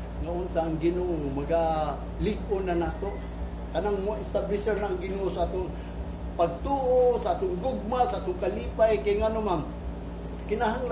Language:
Cebuano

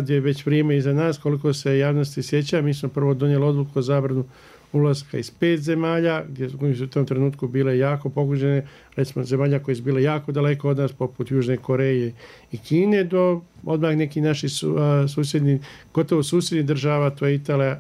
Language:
Bosnian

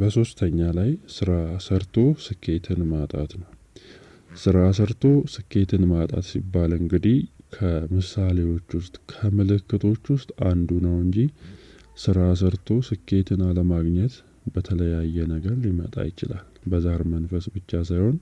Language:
Amharic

